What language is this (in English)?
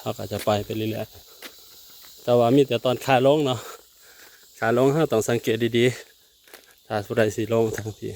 Lao